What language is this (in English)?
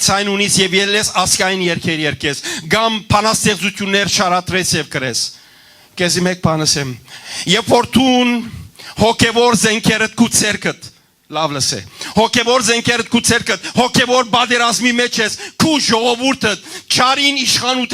Western Armenian